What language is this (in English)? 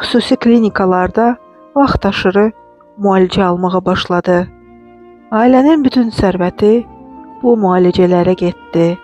Azerbaijani